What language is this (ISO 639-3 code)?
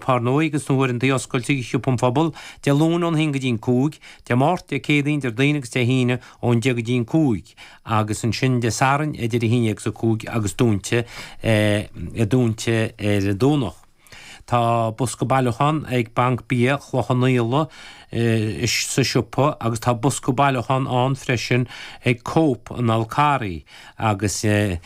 gle